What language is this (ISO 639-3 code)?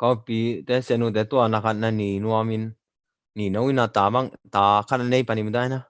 ctd